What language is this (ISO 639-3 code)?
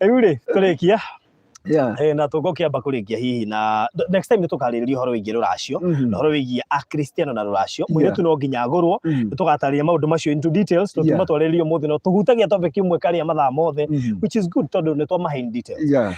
kik